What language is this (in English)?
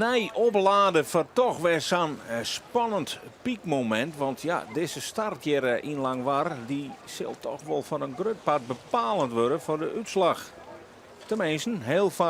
Western Frisian